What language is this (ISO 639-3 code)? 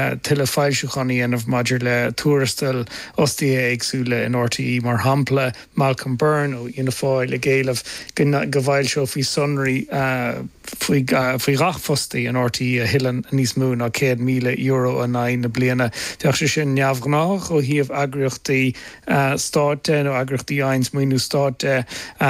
gle